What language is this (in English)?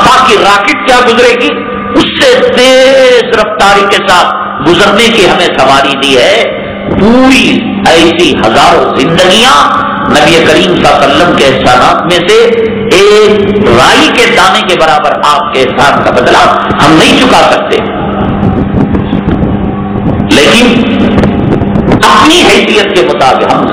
Urdu